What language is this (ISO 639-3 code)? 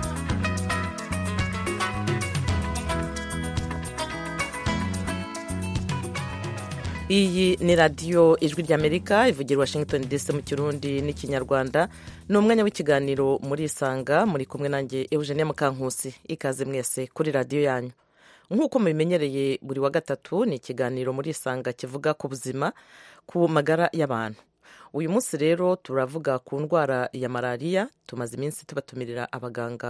kin